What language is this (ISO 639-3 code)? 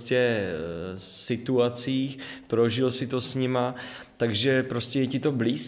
ces